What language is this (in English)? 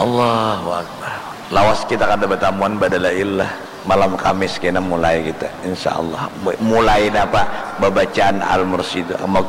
Banjar